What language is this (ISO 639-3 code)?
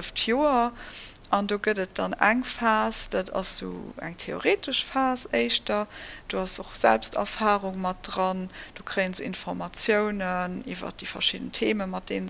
ltz